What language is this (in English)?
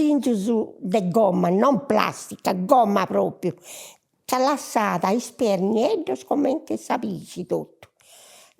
Sardinian